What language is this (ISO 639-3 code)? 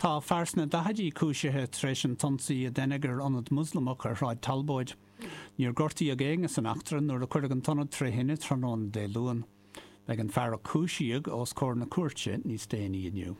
gle